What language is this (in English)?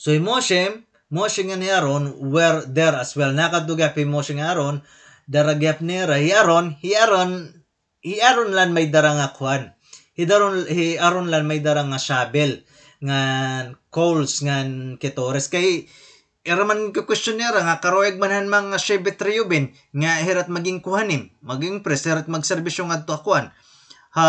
Waray